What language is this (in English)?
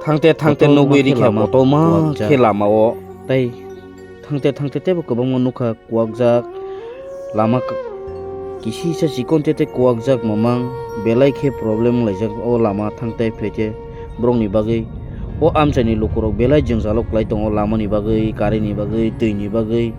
Kok Borok